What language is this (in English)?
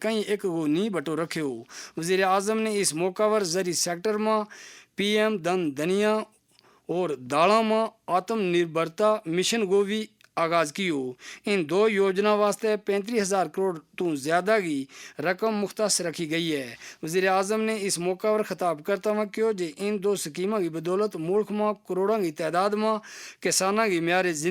Gujari